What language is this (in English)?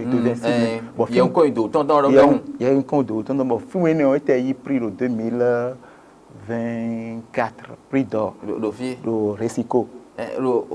Fon